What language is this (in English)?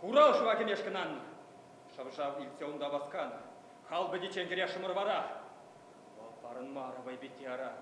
Chuvash